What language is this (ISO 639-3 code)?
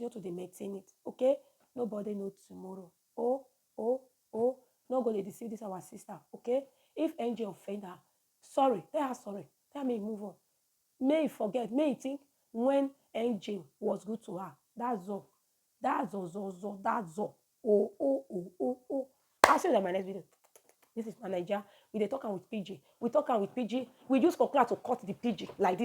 pcm